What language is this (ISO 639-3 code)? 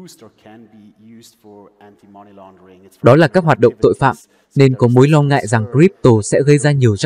vie